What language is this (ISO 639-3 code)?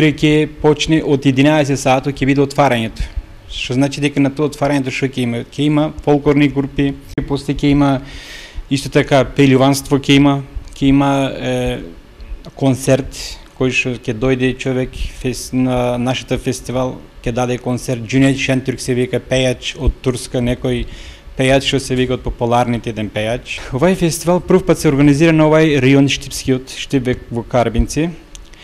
mkd